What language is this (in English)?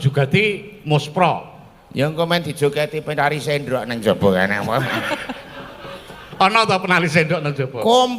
Javanese